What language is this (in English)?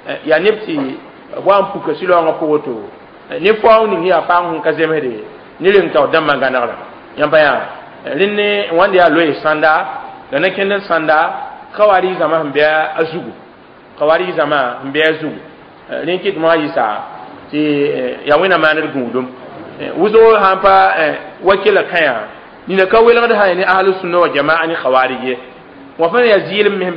Mossi